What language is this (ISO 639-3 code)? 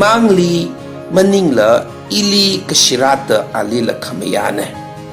nmf